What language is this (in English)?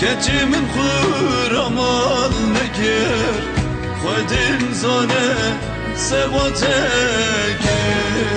Kurdish